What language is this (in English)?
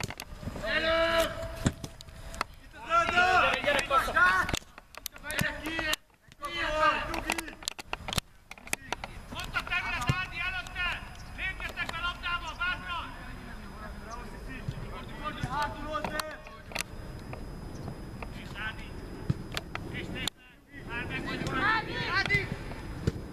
Hungarian